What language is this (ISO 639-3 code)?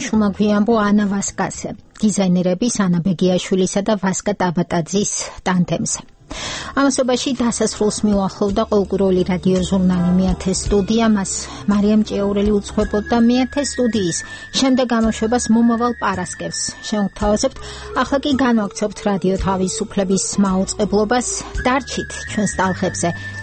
kat